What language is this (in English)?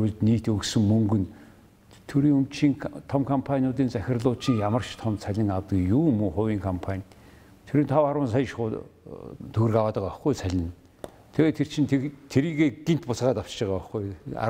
Mongolian